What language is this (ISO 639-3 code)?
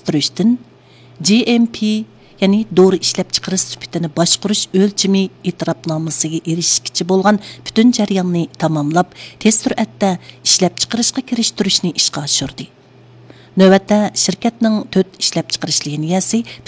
uig